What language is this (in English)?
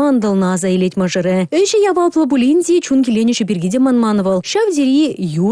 Chuvash